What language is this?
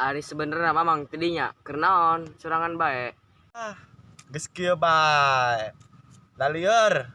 Sundanese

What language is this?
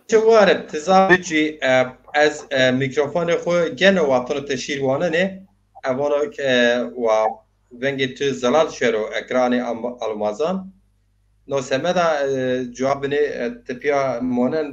Zaza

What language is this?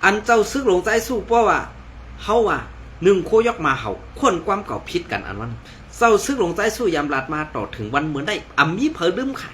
Shan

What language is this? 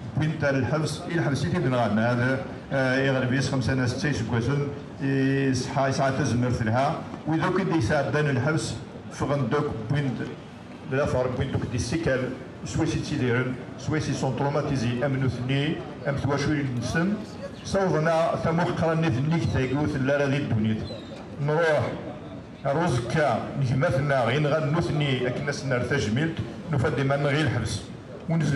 Kabyle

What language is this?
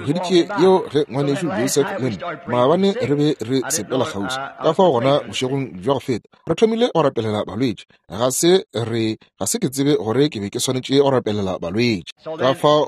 Northern Sotho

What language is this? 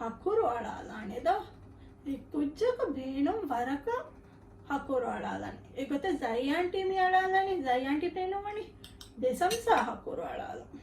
Divehi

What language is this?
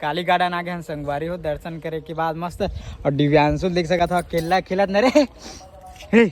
Chhattisgarhi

